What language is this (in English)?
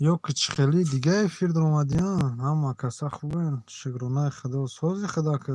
Tajik